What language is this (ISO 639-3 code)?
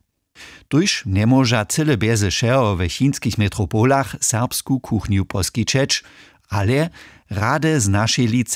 hsb